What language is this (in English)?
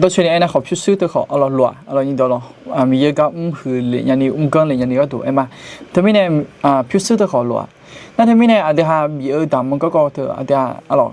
Akha